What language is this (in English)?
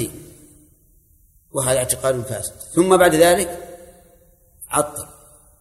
Arabic